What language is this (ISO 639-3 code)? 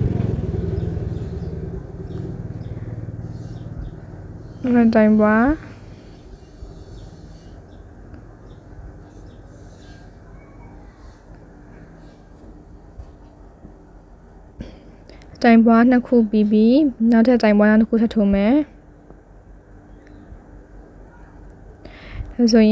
mya